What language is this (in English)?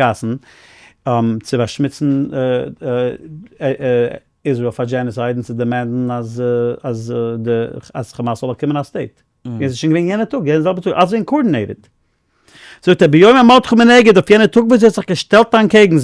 Yiddish